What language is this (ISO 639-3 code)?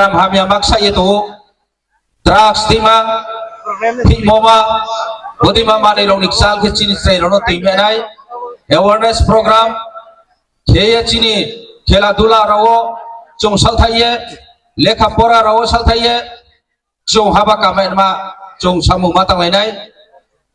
ria